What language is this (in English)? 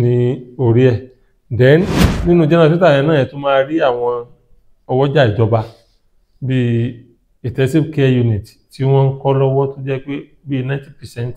Yoruba